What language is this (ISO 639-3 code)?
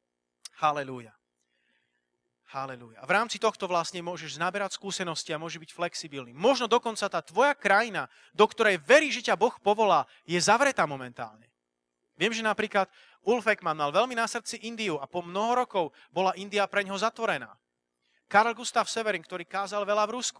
slk